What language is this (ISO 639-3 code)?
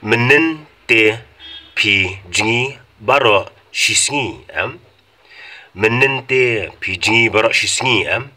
kha